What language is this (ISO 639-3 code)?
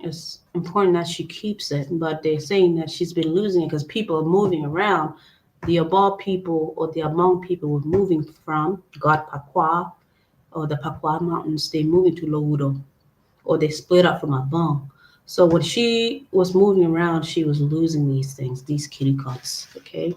ach